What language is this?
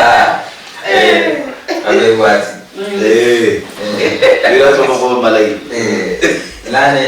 Luyia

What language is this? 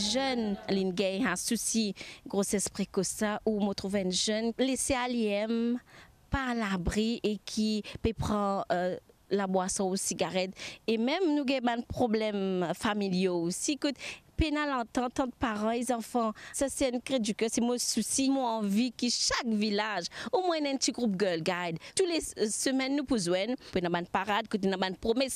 Morisyen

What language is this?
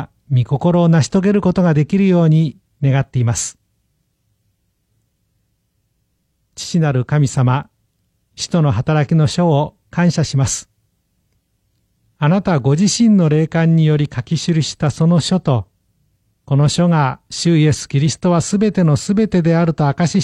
Japanese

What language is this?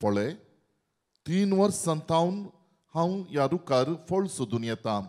Konkani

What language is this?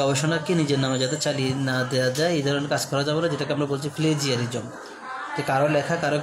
Bangla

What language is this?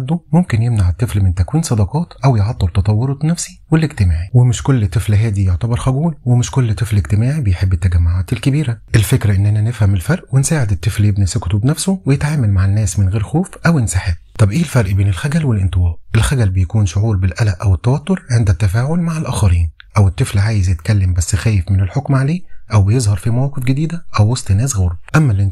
Egyptian Arabic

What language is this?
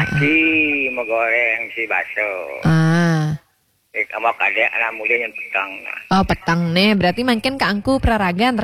Balinese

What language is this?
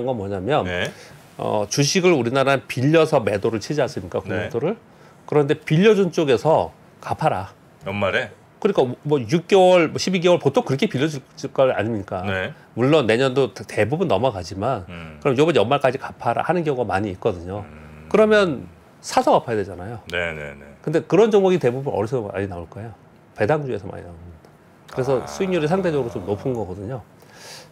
Korean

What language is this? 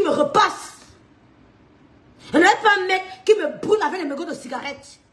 French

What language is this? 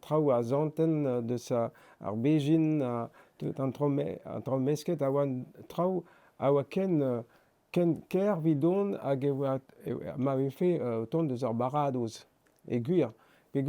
Breton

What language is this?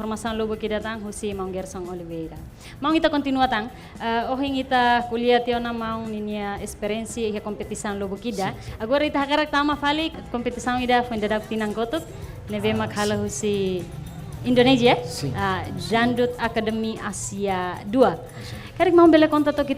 Tetum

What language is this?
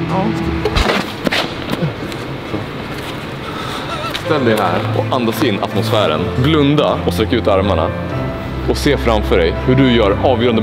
Swedish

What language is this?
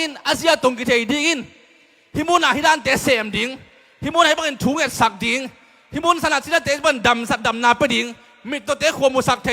Tedim Chin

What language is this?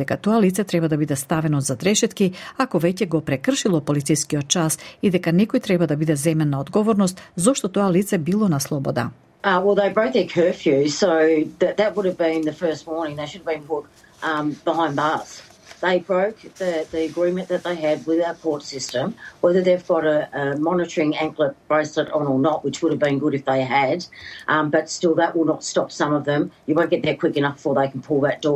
Macedonian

